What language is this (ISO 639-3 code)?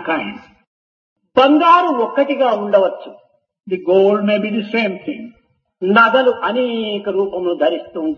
tel